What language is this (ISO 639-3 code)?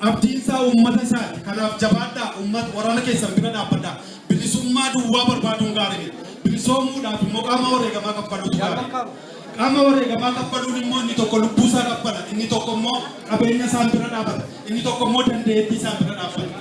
orm